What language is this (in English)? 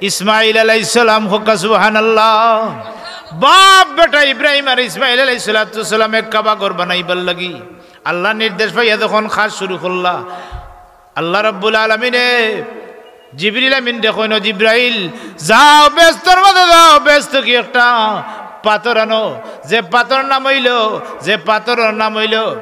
Sylheti